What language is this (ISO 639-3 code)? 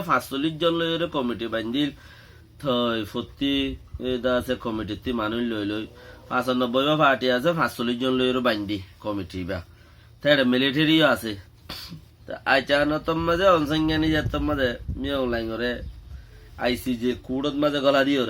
rhg